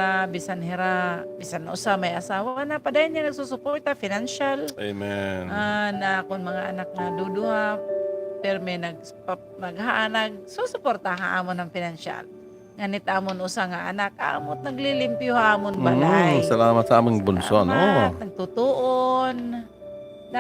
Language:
Waray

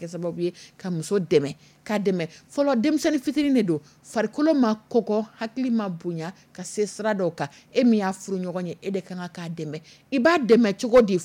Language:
Dyula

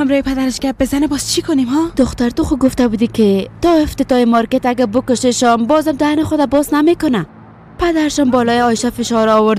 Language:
Persian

